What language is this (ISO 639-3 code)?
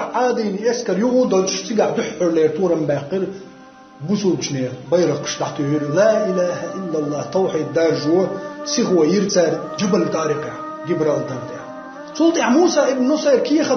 che